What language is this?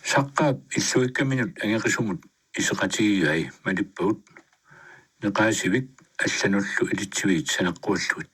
Kalaallisut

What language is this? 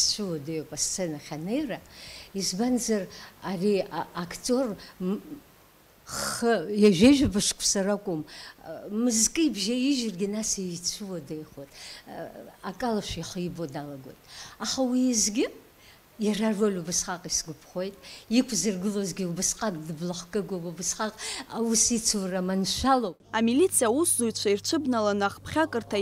Abkhazian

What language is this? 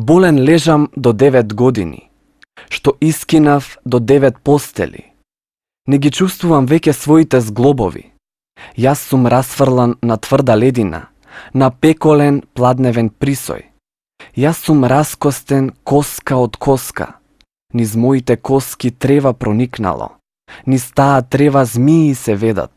Macedonian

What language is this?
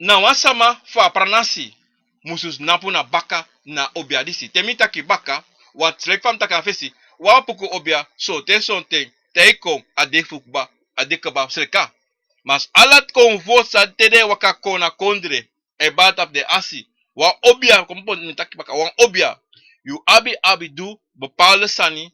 Sranan Tongo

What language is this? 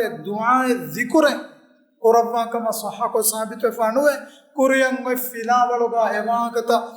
Divehi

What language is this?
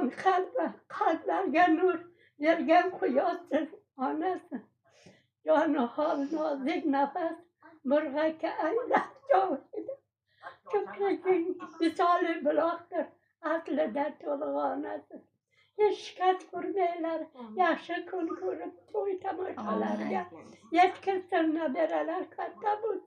Uzbek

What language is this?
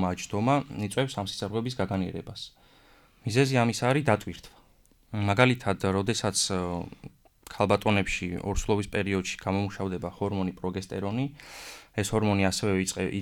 Georgian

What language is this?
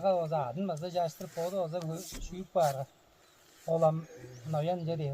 Tuvinian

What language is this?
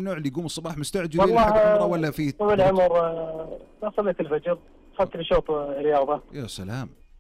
Najdi Arabic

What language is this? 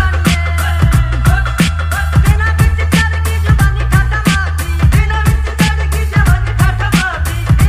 Punjabi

